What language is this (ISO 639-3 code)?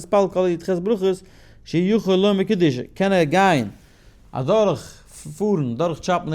yid